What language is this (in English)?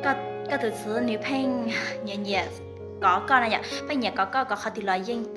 Hmong